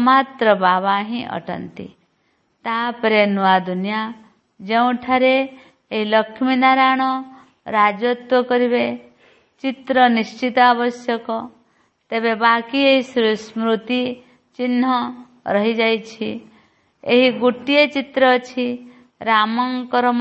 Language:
Odia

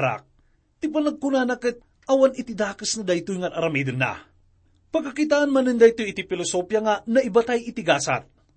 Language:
Iloko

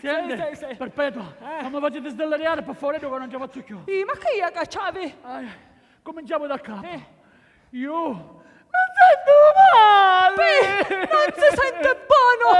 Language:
Sicilian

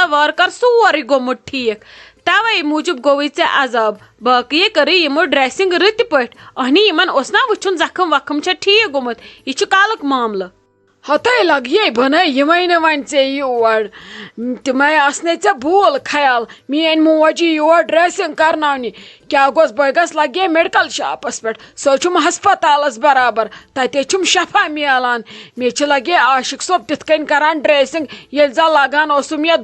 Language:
Kashmiri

